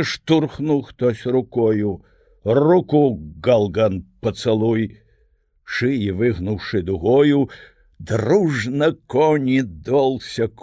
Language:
Belarusian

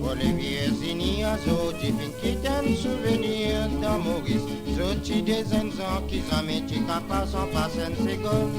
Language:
Morisyen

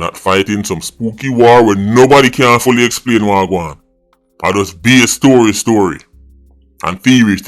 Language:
Jamaican Creole English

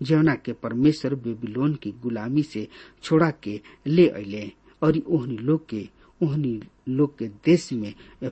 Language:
Bhojpuri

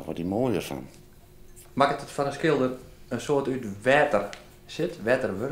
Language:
Western Frisian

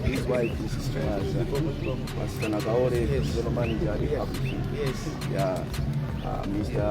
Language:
Nyanja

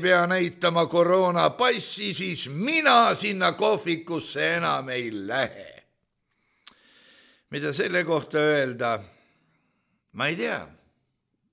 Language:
Estonian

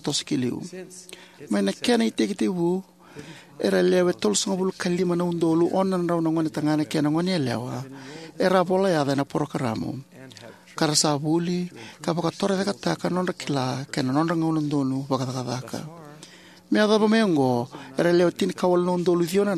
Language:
Fijian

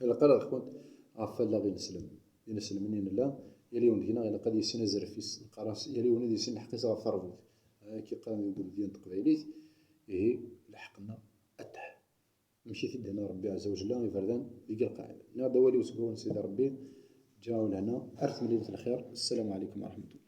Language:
Kabyle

